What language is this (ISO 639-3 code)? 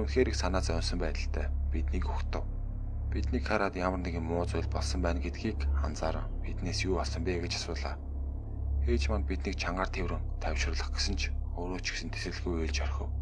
mon